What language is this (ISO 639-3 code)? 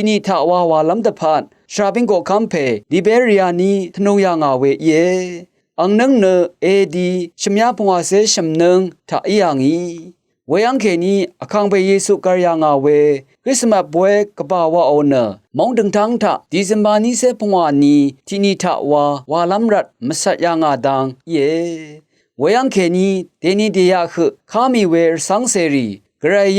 raw